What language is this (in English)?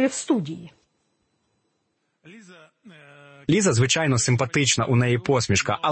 Ukrainian